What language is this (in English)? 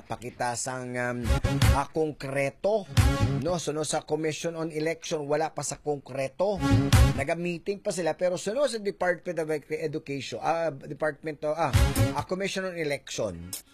Hiligaynon